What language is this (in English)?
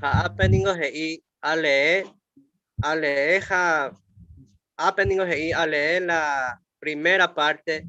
Guarani